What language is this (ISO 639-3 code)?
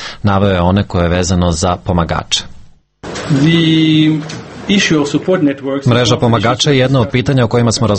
srp